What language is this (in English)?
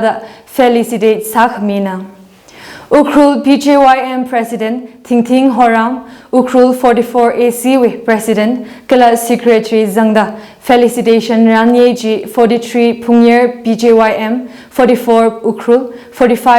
Tangkhul Naga (India)